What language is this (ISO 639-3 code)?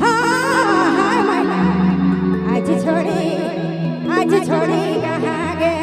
sck